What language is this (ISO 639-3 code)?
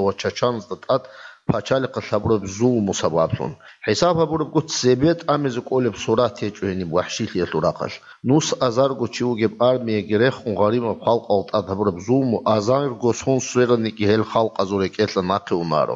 ava